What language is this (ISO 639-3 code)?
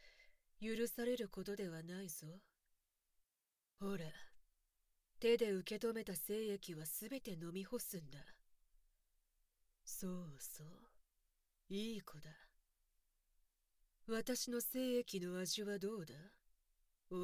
jpn